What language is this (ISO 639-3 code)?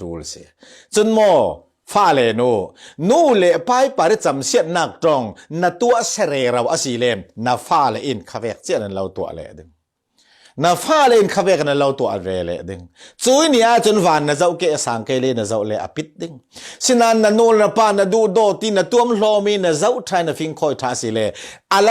cfm